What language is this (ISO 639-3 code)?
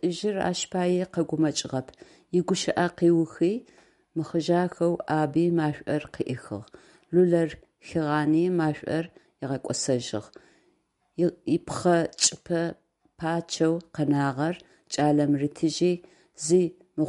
ady